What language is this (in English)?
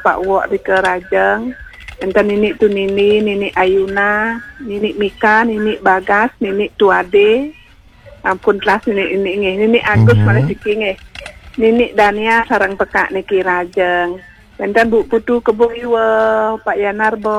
Balinese